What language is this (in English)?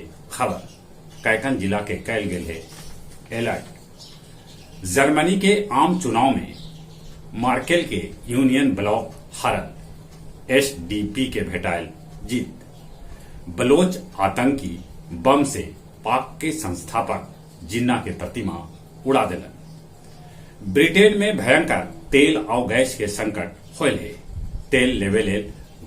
Magahi